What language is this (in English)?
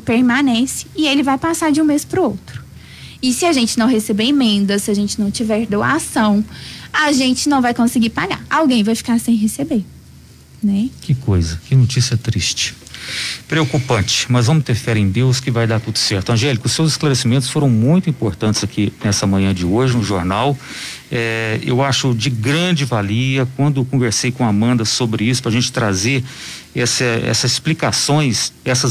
Portuguese